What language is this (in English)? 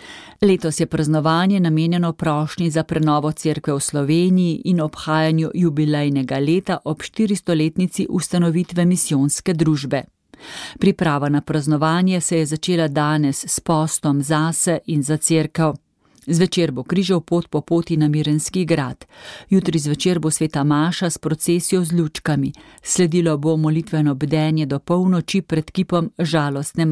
Slovenian